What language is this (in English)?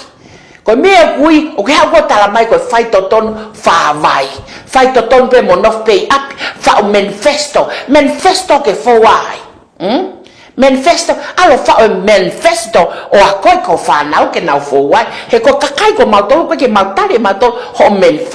Tongan